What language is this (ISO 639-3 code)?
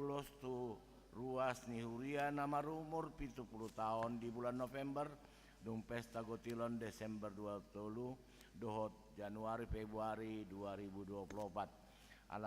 bbc